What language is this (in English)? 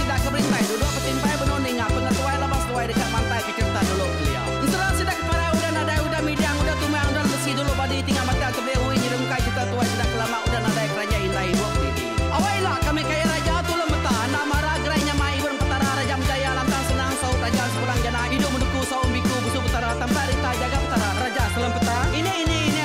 Iban